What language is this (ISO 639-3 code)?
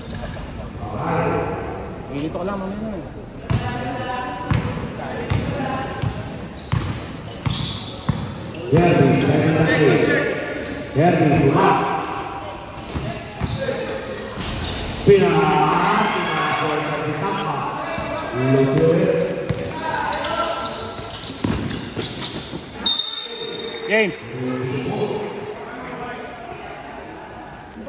fil